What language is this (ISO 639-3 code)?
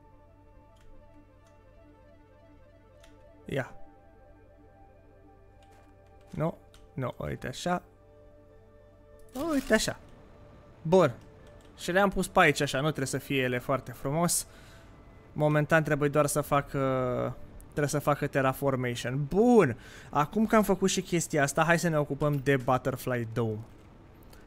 ron